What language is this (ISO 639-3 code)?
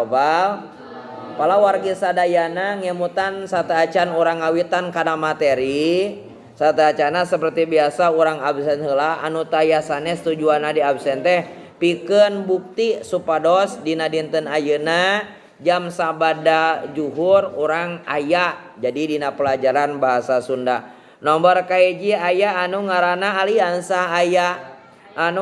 sun